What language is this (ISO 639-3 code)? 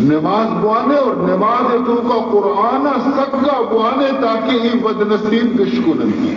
bal